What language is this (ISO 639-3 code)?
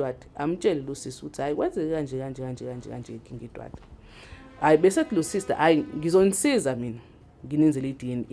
zul